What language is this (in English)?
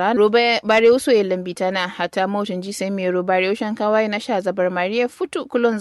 Kanuri